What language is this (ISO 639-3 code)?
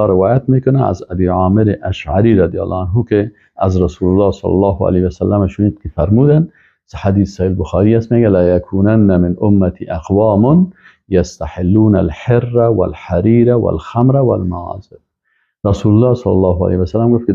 fas